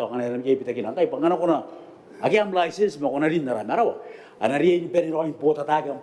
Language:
Gilbertese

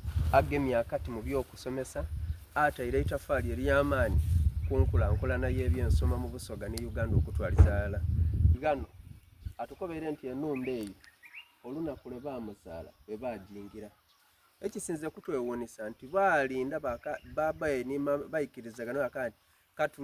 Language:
Soga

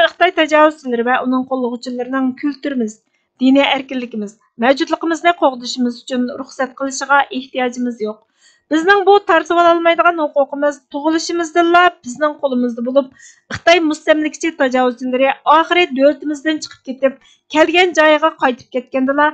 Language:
Uyghur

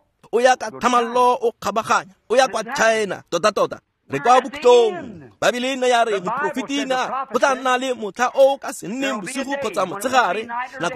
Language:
Tswana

